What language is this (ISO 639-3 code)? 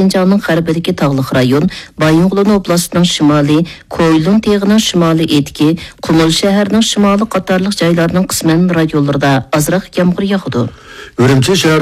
uig